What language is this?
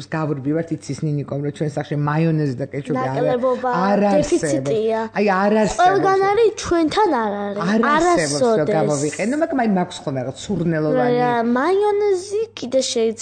Georgian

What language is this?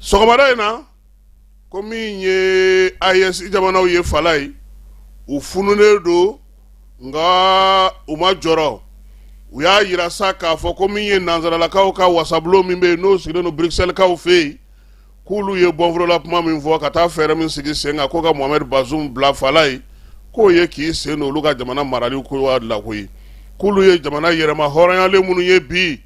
Bambara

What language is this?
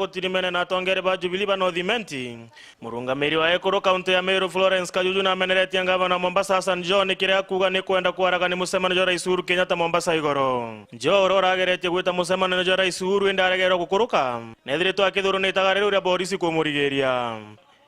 Meru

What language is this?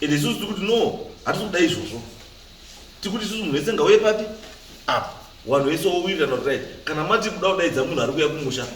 Shona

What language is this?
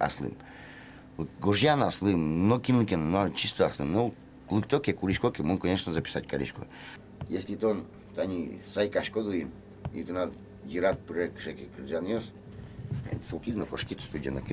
Udmurt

